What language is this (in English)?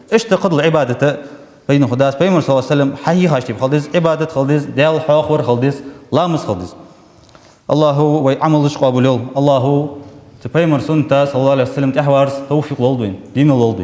Ingush